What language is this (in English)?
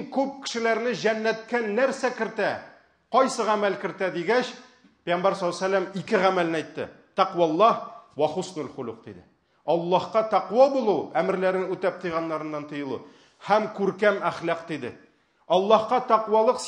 Tatar